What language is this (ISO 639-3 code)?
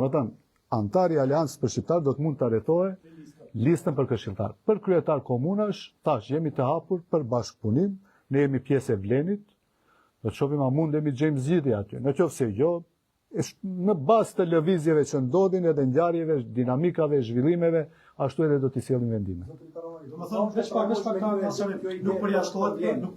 sqi